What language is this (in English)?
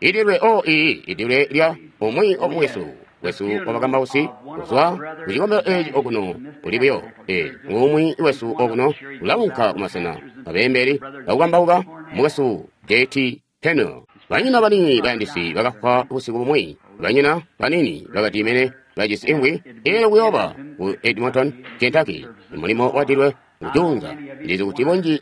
Tonga (Zambia)